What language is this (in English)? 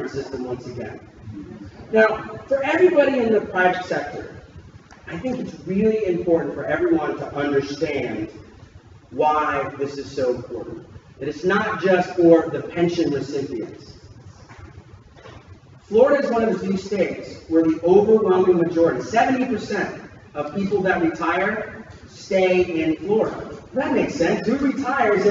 English